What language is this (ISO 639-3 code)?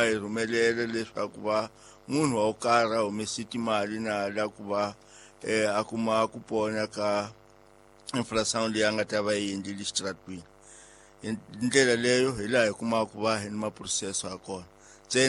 tso